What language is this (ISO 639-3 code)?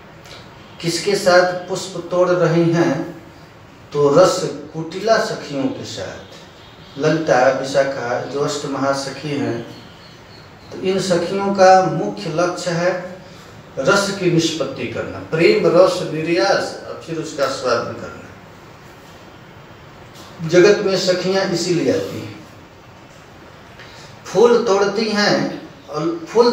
hin